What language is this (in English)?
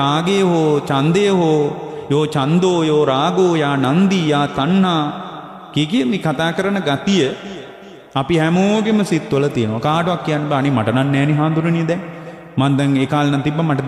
Sinhala